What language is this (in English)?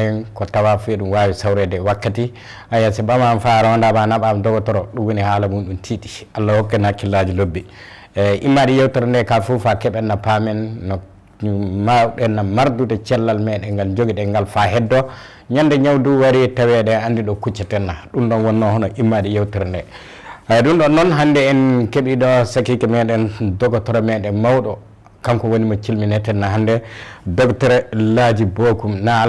Fula